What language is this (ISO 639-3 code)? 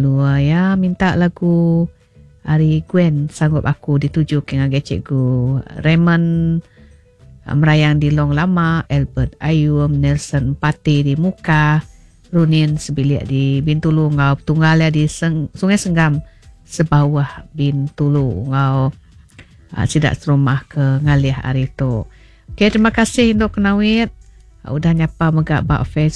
iba